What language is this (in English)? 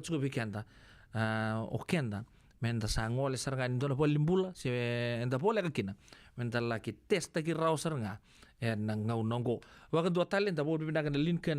Fijian